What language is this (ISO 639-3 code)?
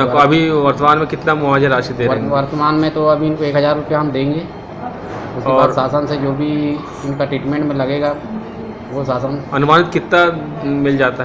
hin